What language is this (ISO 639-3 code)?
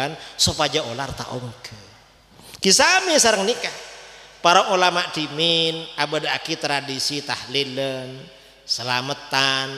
mad